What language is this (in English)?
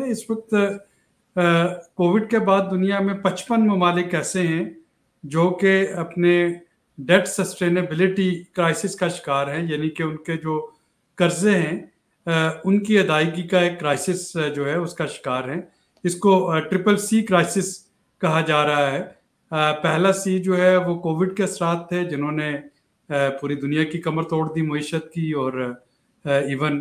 Urdu